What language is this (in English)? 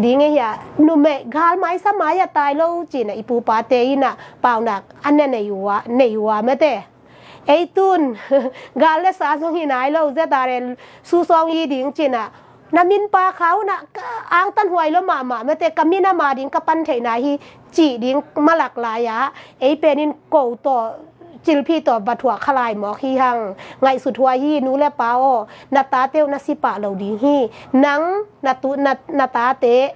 Tedim Chin